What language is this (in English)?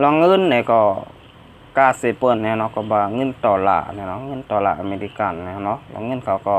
Shan